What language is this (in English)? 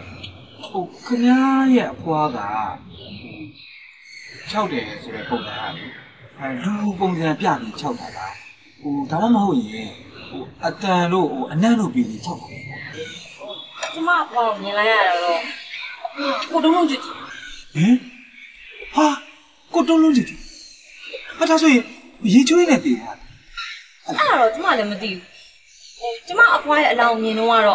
Burmese